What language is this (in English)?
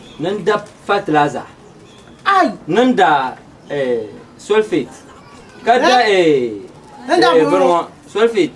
Dagbani